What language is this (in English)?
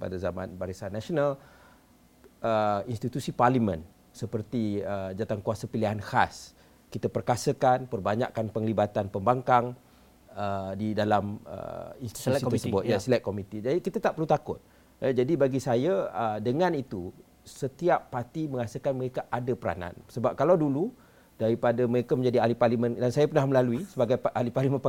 Malay